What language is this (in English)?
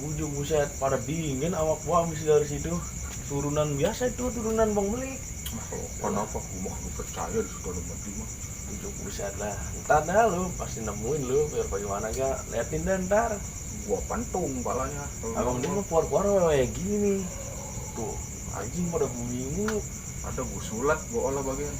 Betawi